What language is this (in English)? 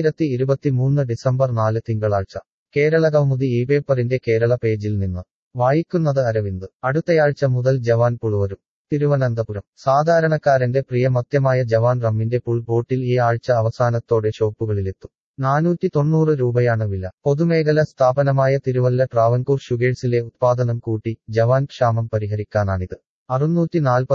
Malayalam